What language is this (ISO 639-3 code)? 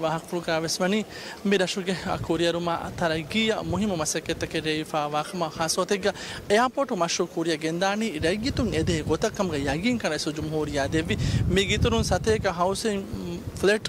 div